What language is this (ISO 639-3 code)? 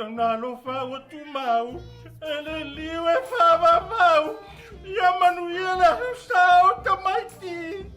smo